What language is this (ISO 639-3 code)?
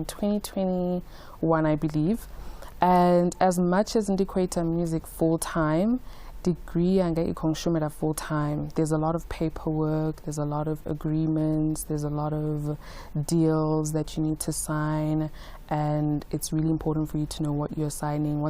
ven